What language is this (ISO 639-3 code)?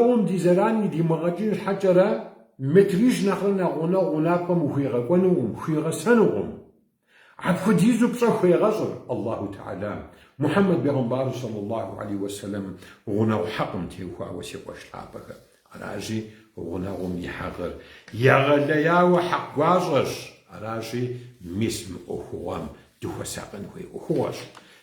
kbd